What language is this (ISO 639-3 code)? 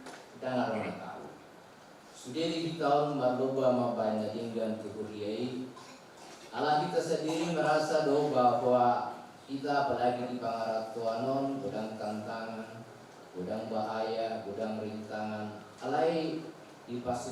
bbc